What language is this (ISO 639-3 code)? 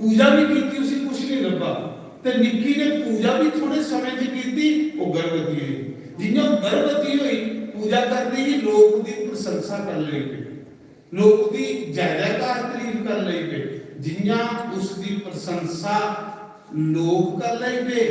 doi